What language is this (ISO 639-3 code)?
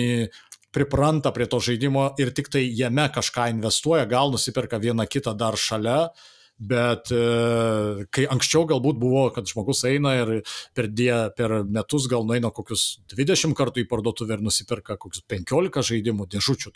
lit